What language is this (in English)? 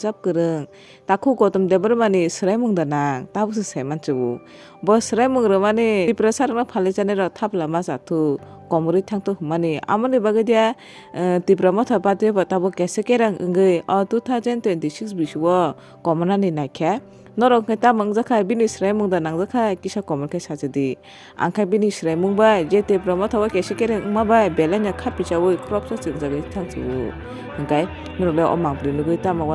Kok Borok